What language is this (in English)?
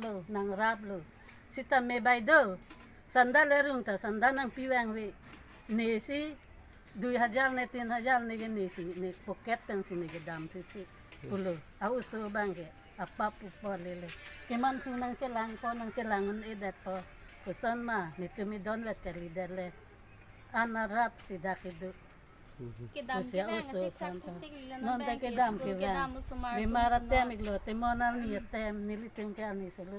Karbi